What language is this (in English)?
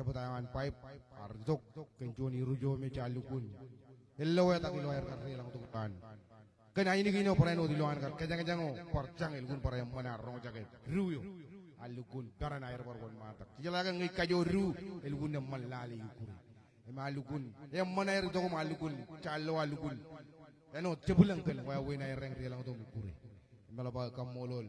Marshallese